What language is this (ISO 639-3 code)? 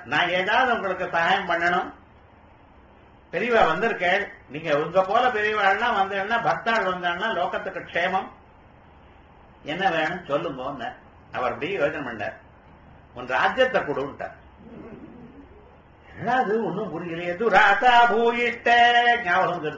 tam